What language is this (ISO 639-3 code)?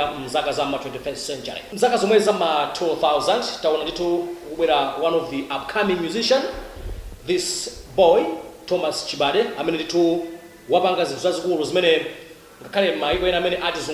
nya